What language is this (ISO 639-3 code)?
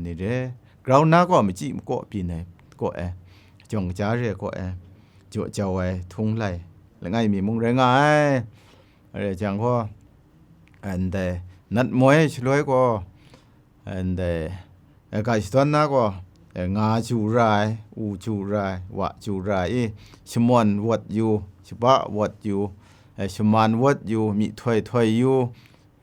kac